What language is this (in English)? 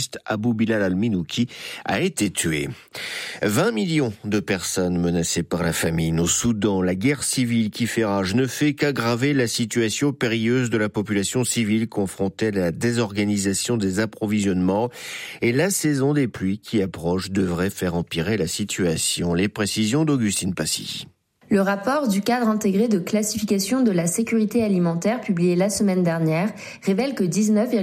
French